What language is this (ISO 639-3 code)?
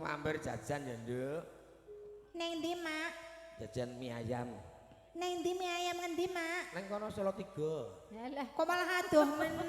jav